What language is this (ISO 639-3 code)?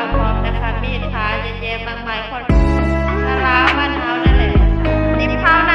tts